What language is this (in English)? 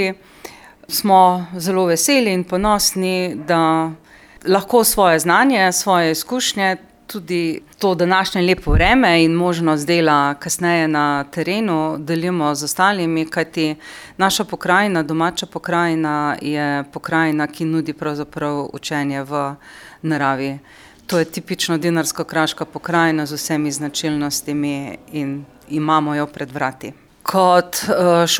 Slovenian